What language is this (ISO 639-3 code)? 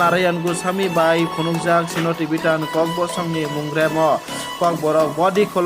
trp